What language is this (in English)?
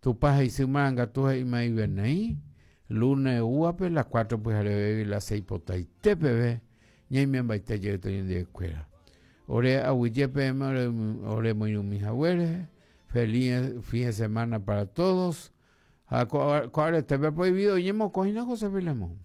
Guarani